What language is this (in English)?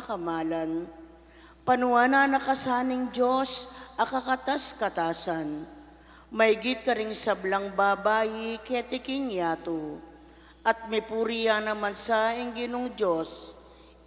Pampanga